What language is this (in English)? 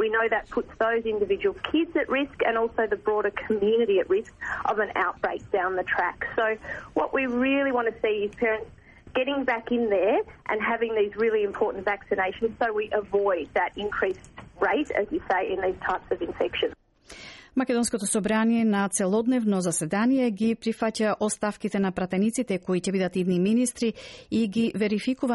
Macedonian